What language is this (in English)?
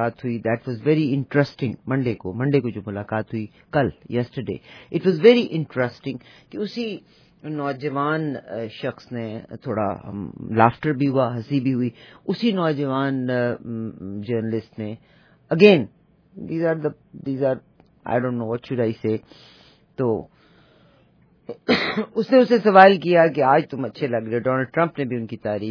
Urdu